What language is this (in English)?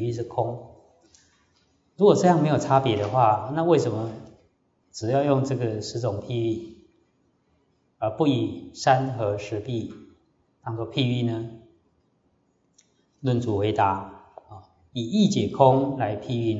Chinese